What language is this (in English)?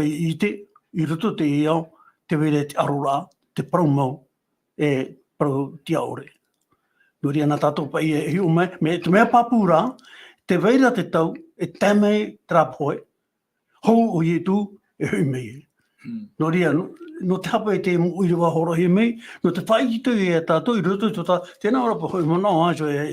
Tahitian